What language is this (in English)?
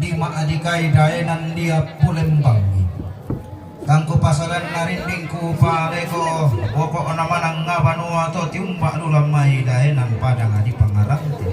Toraja-Sa'dan